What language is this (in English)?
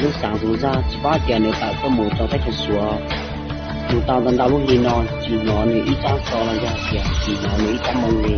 Hmong